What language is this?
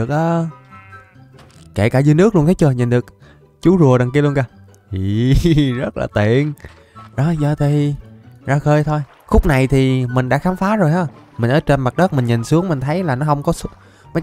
Vietnamese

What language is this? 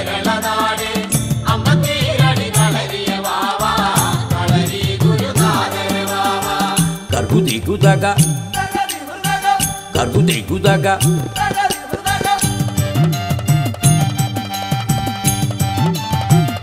Malayalam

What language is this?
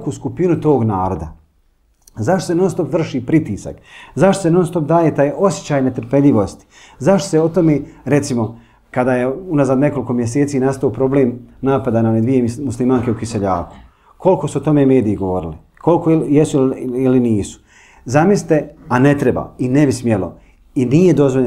Bosnian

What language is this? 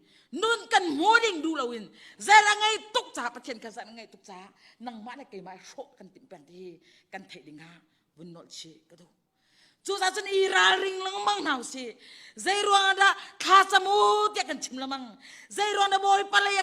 Hakha Chin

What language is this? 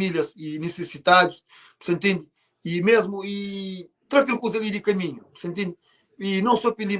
Kabuverdianu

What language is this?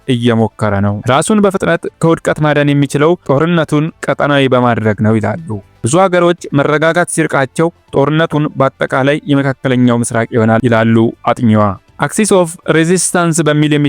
Amharic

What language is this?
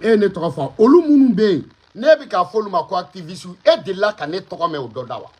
Bambara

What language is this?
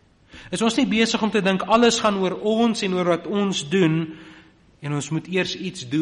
Afrikaans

